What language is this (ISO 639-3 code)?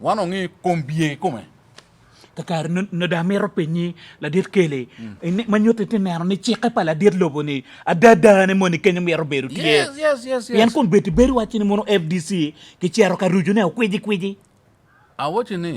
ach